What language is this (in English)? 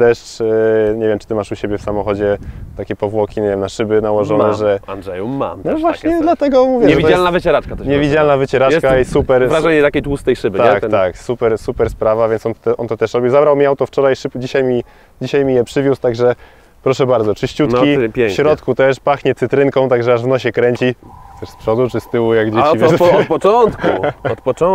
Polish